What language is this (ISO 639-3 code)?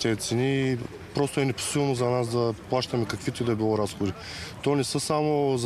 bul